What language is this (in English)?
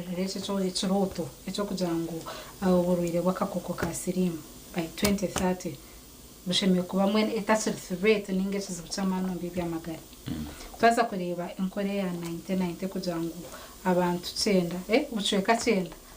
Nyankole